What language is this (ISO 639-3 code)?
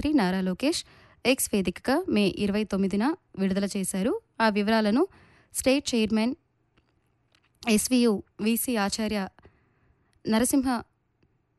tel